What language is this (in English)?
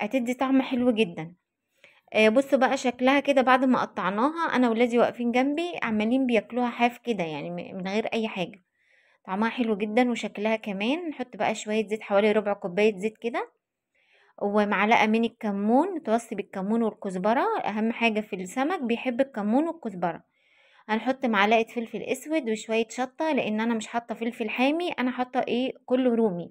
Egyptian Arabic